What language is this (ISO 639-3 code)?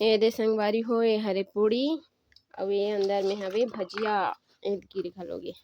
hne